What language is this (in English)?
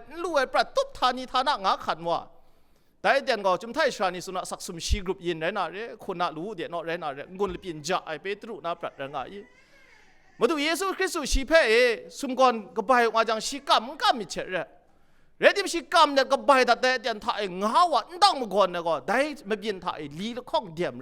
Kachin